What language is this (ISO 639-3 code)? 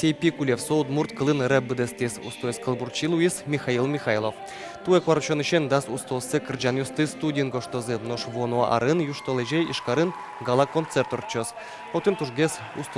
udm